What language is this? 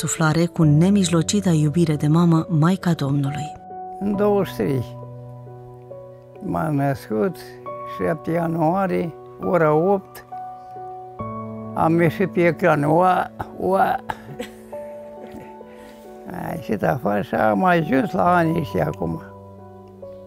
Romanian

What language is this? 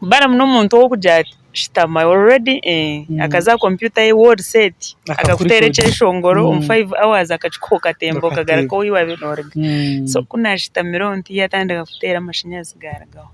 Nyankole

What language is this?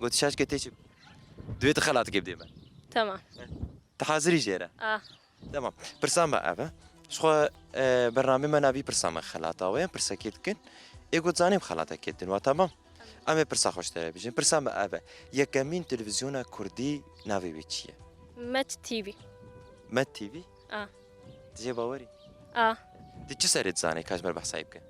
Kurdish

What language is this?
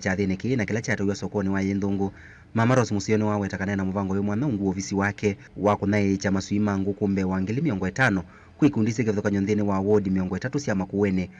Kamba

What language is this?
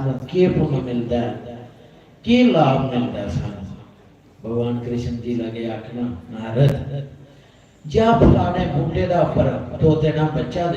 Dogri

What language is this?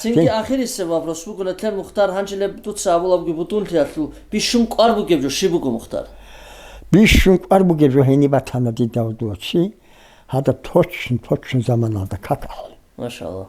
Avaric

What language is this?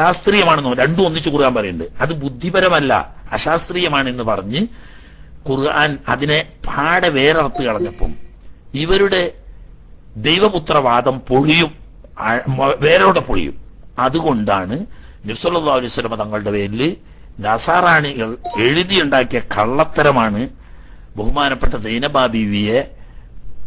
Malayalam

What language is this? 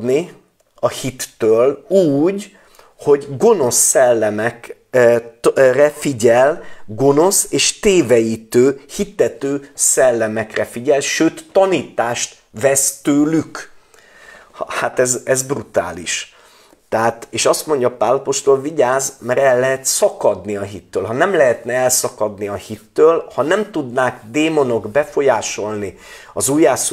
Hungarian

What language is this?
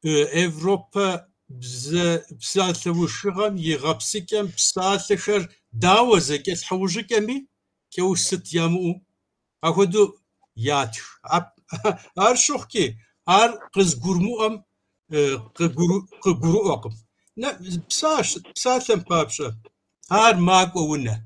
Kabardian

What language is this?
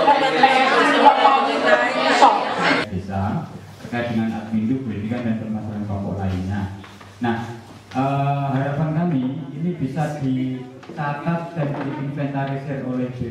Indonesian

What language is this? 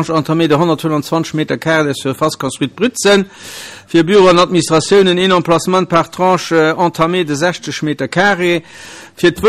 Luxembourgish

